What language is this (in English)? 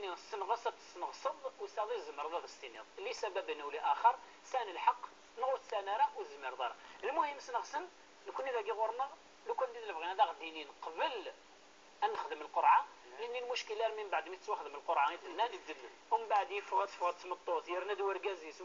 Kabyle